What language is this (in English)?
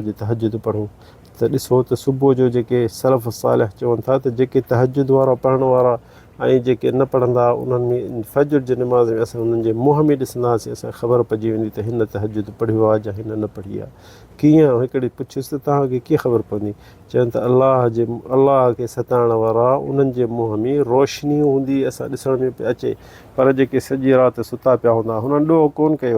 Sindhi